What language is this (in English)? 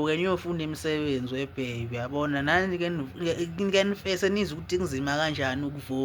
Zulu